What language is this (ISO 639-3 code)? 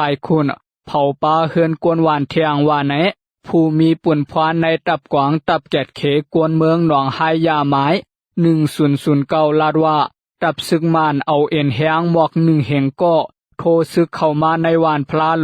lao